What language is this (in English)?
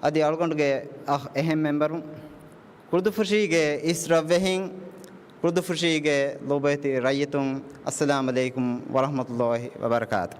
Divehi